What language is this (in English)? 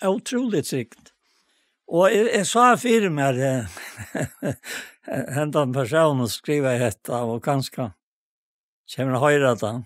Faroese